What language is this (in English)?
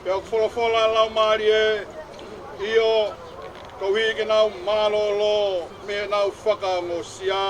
Tongan